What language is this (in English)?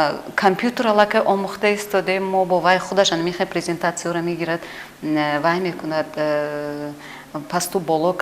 Tajik